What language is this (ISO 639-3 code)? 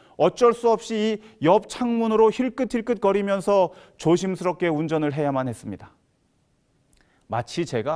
kor